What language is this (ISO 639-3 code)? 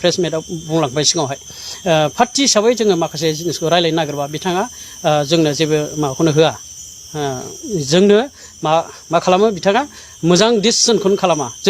brx